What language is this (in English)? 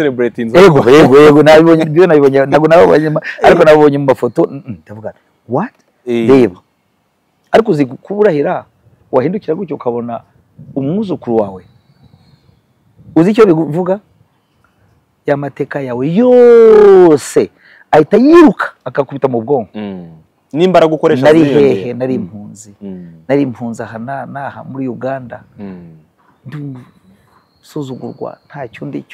Kinyarwanda